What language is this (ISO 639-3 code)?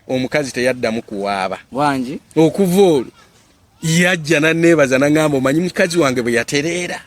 lug